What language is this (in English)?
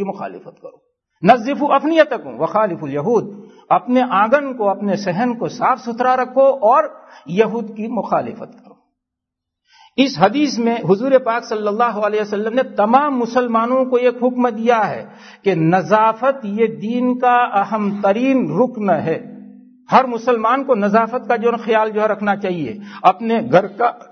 Urdu